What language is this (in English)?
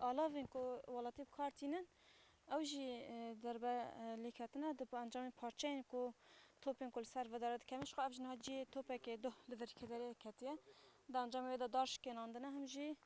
Kurdish